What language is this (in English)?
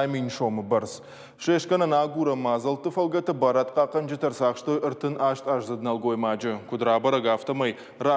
Ossetic